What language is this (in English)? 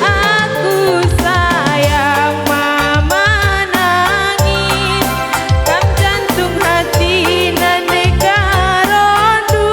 Batak Karo